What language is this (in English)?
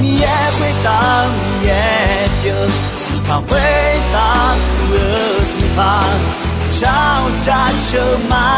Akha